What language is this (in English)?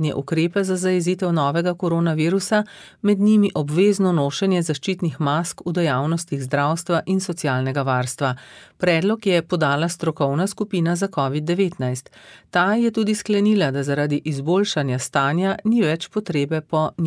Slovenian